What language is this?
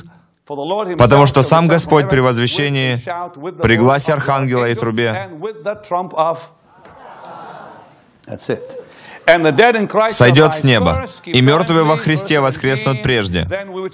Russian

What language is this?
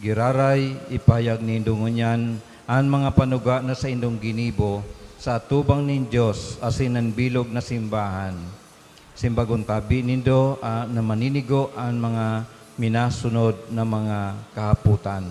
Bikol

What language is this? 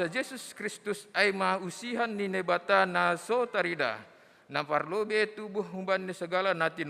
Batak Simalungun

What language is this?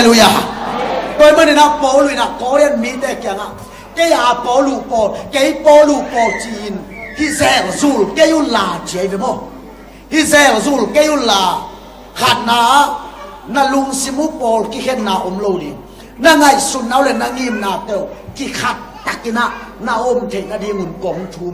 Tedim Chin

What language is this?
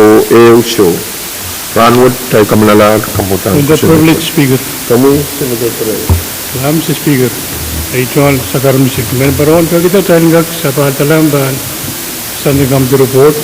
Pohnpeian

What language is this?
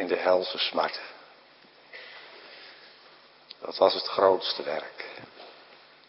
Dutch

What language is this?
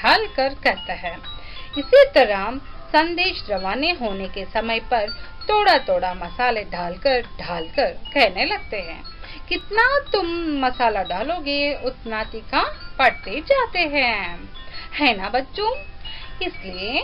Hindi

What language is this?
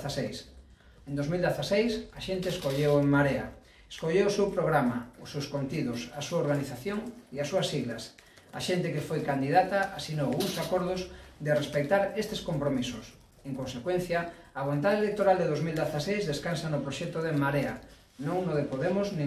Galician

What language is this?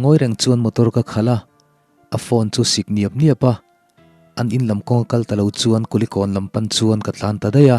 Mizo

